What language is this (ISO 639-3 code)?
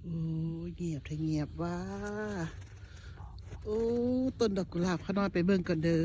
lao